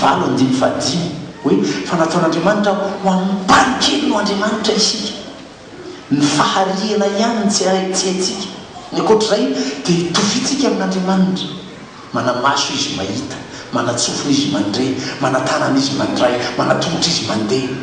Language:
Malagasy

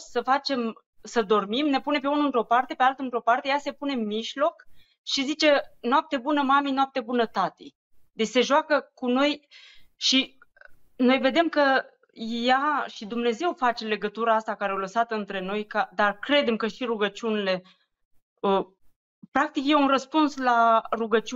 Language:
Romanian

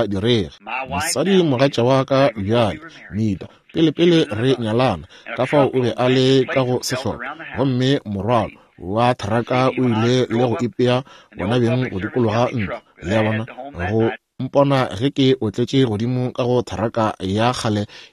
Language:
Northern Sotho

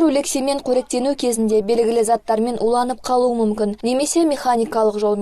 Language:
Kazakh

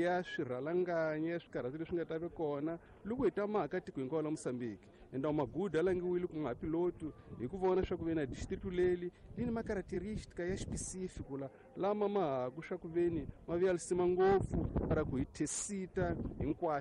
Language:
Tsonga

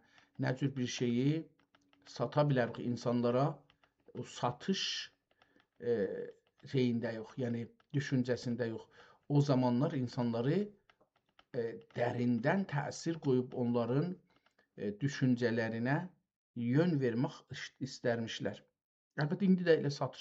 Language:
South Azerbaijani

